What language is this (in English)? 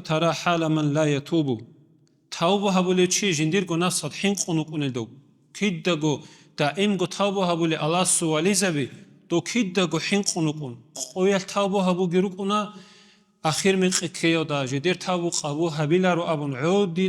Avaric